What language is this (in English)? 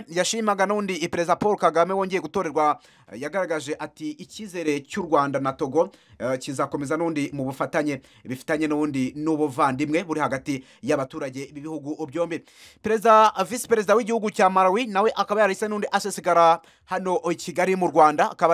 Kinyarwanda